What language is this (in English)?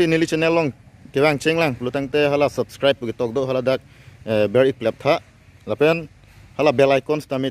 Karbi